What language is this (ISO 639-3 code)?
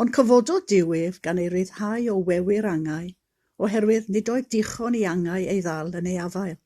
cym